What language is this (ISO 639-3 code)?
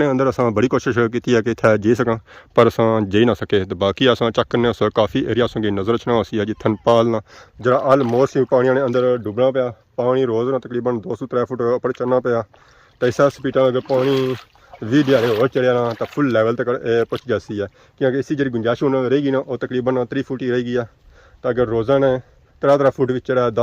phr